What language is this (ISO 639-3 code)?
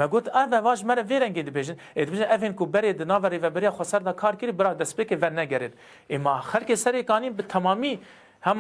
kur